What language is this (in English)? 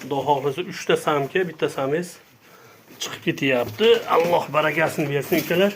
Uzbek